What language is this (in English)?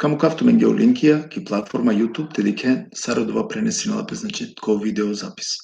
Balkan Romani